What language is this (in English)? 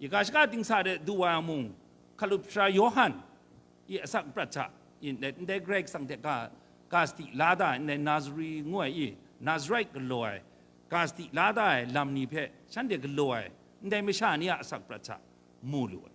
Kachin